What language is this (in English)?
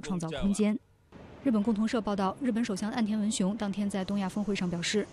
Chinese